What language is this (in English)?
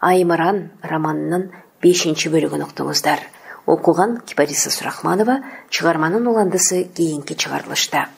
Kyrgyz